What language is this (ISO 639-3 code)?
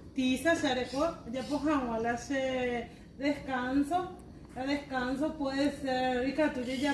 grn